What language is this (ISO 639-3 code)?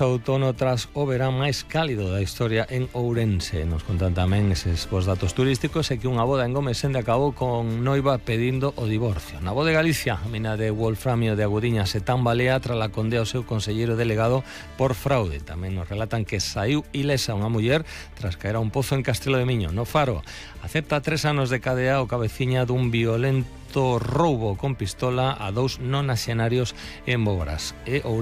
glg